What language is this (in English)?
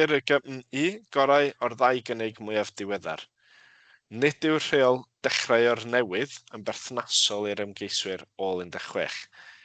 Welsh